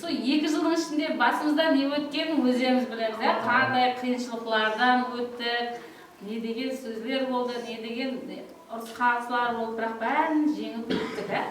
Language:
Kara-Kalpak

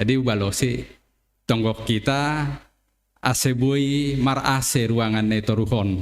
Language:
Batak Simalungun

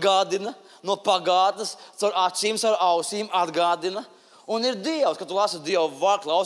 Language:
Latvian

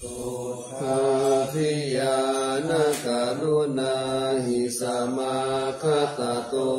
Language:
Pali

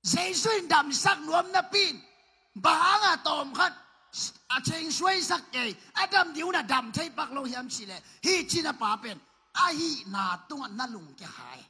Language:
Tedim Chin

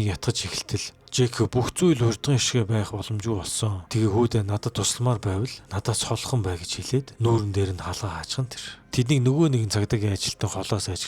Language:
Mongolian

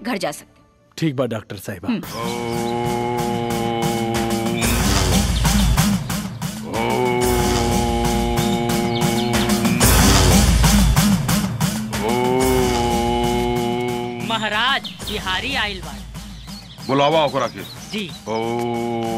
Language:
Bhojpuri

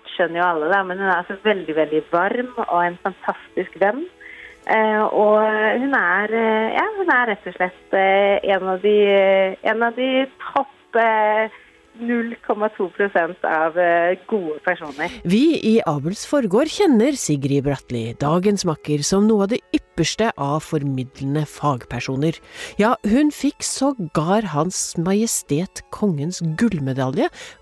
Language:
Norwegian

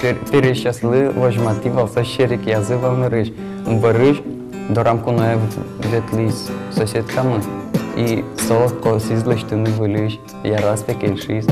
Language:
Udmurt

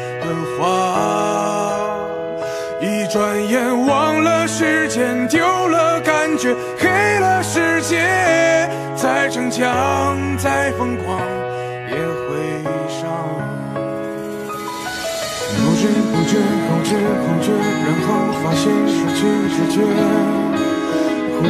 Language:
Chinese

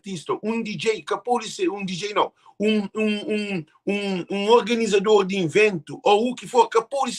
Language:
Kabuverdianu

